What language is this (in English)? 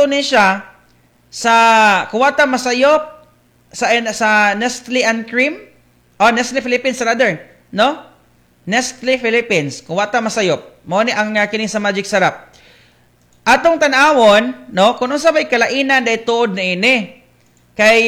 Cebuano